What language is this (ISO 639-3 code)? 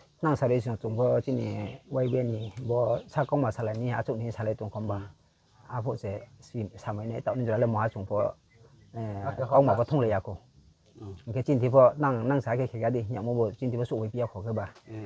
ria